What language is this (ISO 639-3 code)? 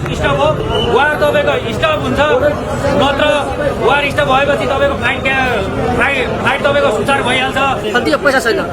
nep